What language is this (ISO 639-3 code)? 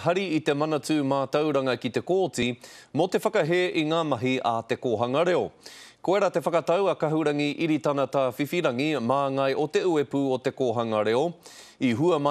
mri